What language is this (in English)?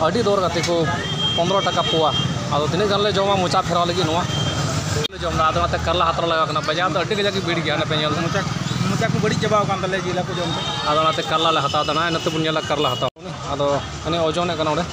Santali